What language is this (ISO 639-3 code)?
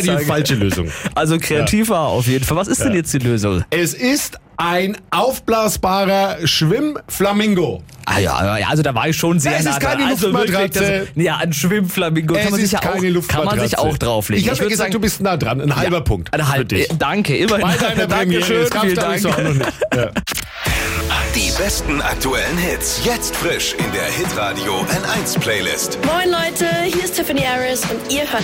deu